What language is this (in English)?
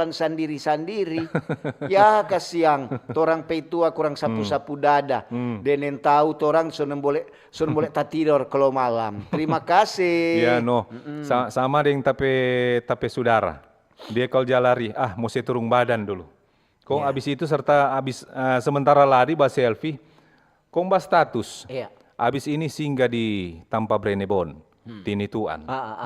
Manado Malay